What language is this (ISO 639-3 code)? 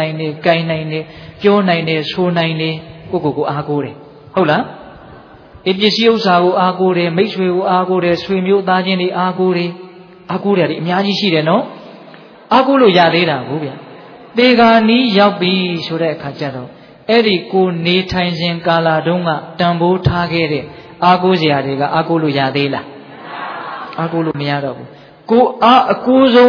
mya